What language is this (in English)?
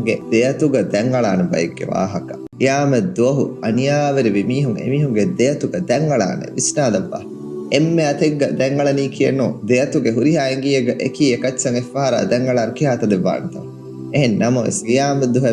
Divehi